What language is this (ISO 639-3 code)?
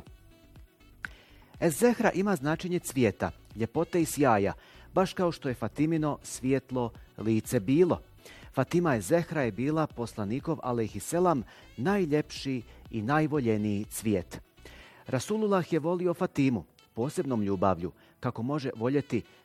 bos